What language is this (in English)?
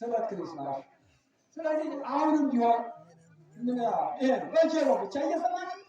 Amharic